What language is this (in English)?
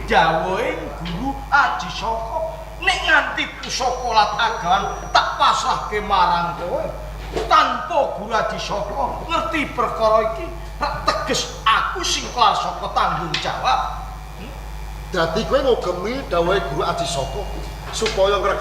Javanese